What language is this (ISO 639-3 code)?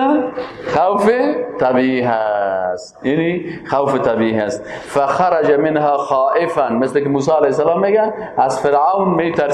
fas